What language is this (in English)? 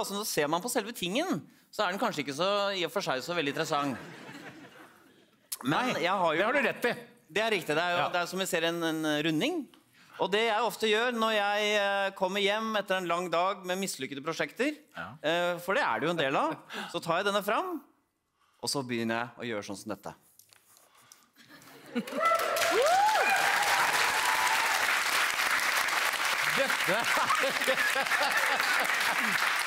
Norwegian